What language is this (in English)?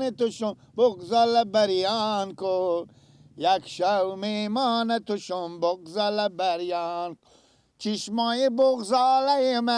Persian